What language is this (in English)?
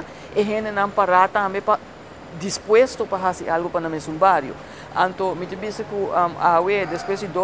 Papiamento